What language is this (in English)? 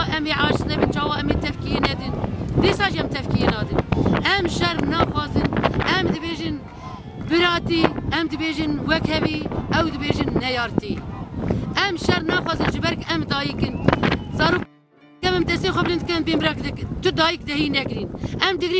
Kurdish